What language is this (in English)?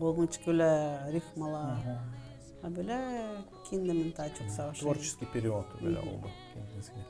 Gagauz